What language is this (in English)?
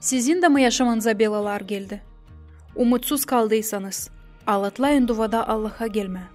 Gagauz